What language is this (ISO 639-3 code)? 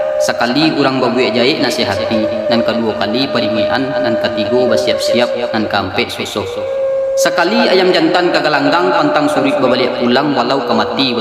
min